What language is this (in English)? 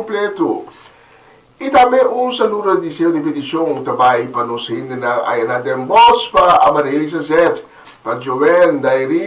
Papiamento